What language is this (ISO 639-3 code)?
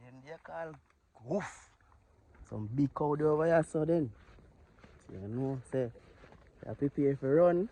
jam